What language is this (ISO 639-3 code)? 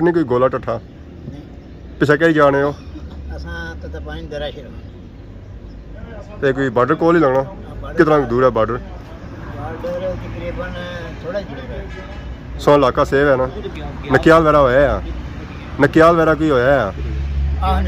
phr